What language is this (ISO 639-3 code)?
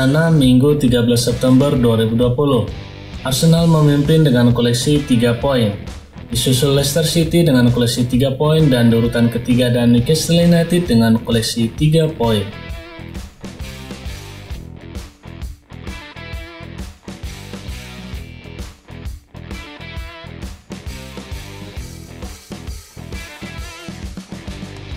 ind